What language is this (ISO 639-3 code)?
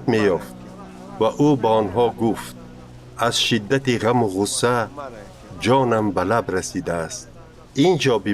tgk